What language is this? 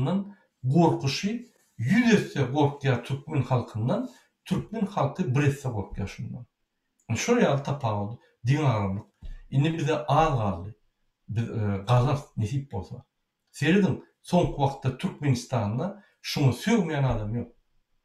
Turkmen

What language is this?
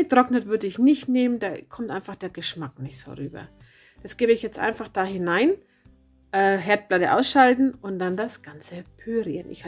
German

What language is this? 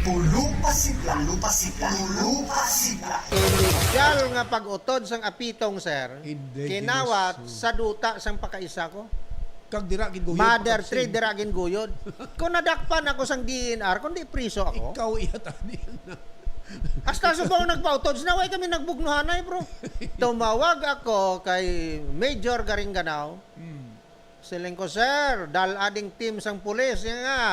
Hiligaynon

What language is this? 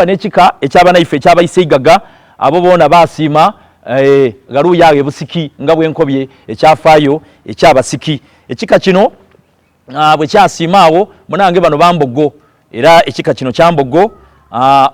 Soga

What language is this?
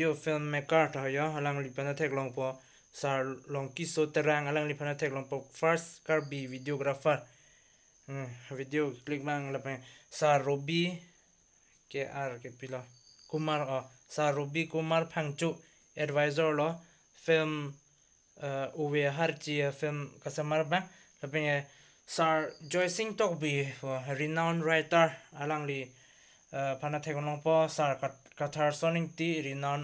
Karbi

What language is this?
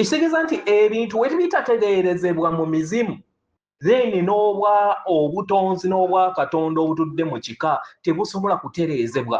Ganda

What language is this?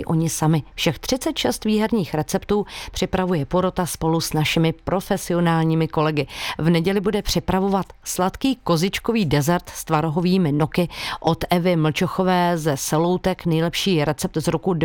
Czech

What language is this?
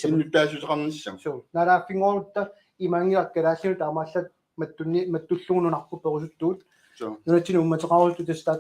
Kalaallisut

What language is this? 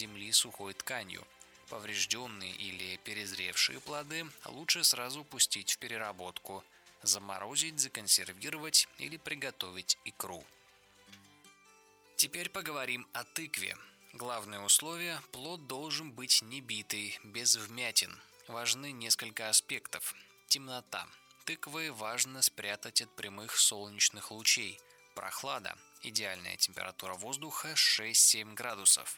Russian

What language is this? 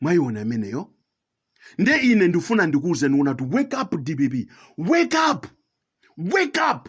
Nyanja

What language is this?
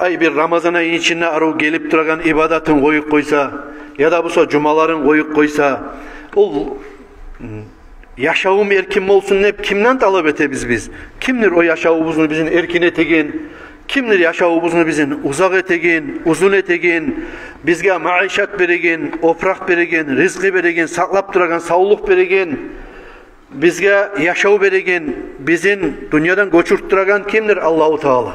Kumyk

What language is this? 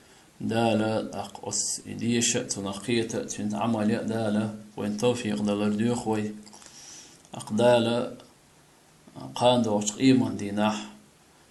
Chechen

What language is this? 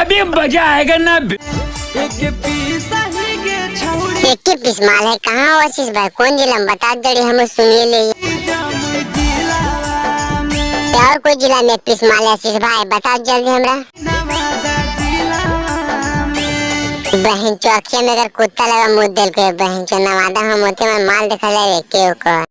Magahi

